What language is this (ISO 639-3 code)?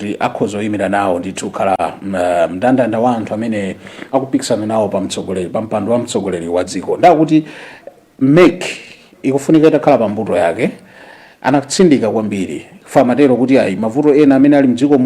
nya